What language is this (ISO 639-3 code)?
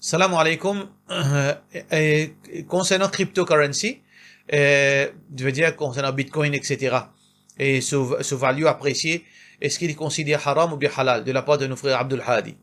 mfe